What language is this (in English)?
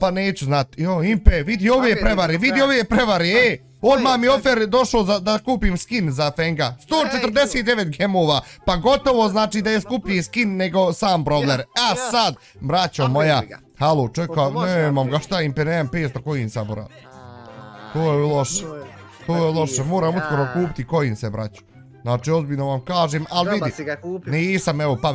Bosnian